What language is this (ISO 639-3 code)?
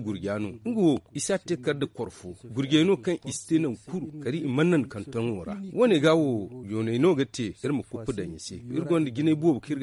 dje